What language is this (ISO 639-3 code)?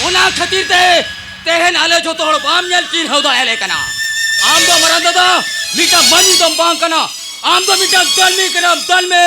sat